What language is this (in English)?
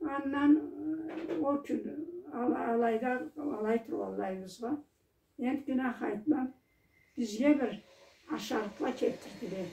Karachay-Balkar